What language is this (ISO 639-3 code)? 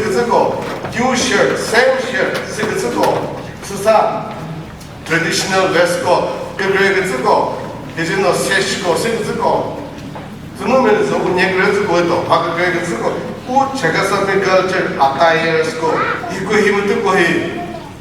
nri